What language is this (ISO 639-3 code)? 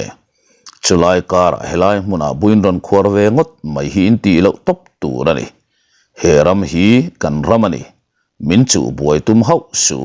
lus